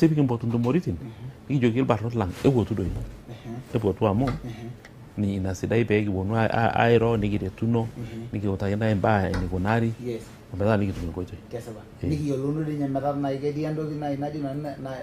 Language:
Masai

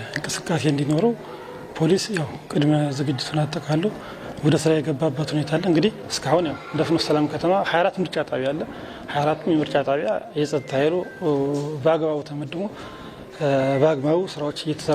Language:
Amharic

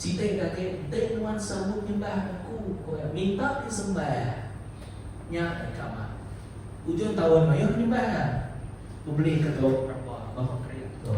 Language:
Iban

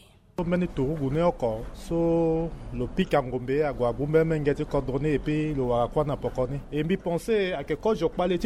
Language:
Sango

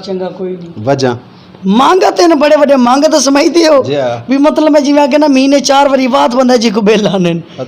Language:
Western Panjabi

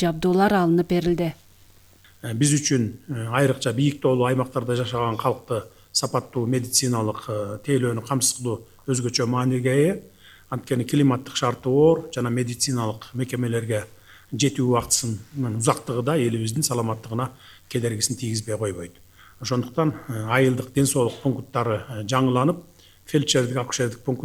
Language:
Kyrgyz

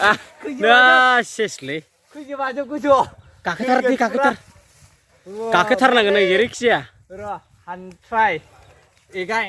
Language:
Bodo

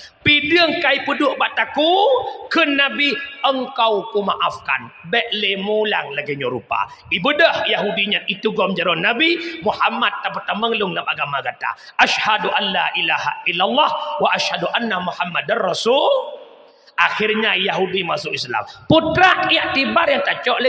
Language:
Achinese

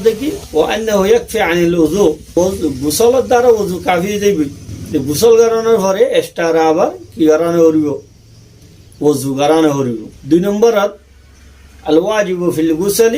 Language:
Rohingya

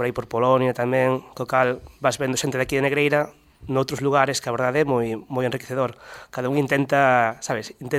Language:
Galician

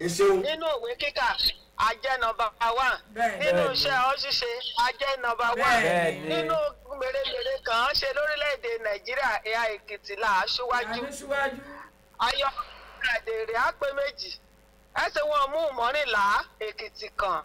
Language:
Yoruba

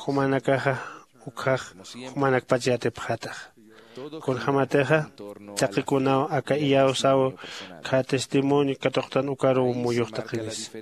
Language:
Aymara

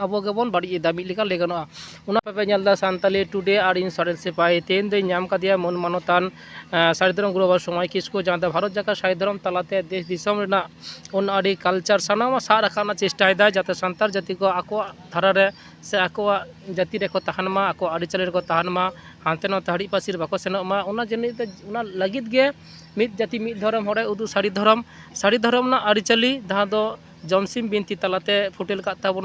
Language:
Santali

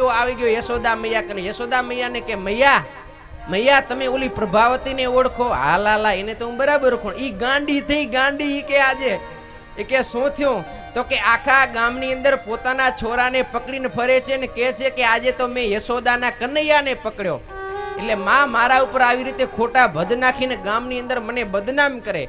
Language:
Gujarati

